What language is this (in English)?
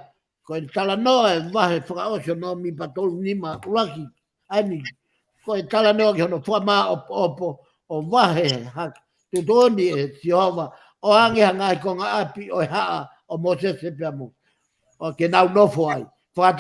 Tongan